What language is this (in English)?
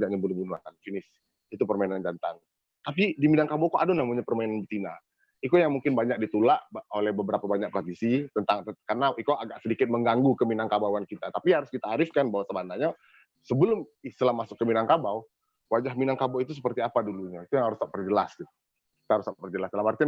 Minangkabau